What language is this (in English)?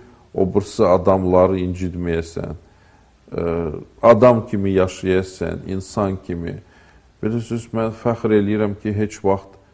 Azerbaijani